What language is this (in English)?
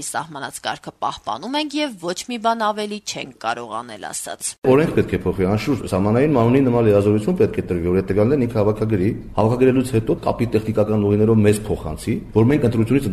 Armenian